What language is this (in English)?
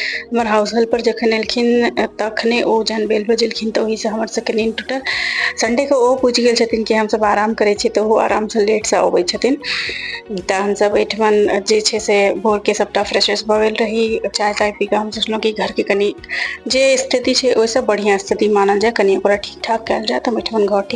Maithili